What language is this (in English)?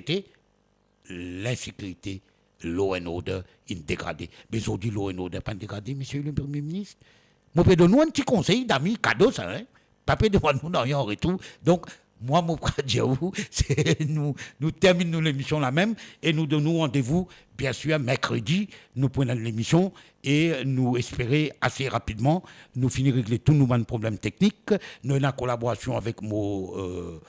Morisyen